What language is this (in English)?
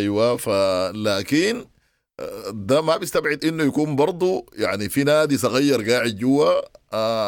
Sudanese Arabic